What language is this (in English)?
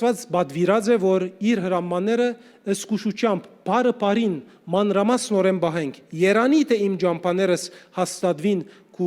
Western Armenian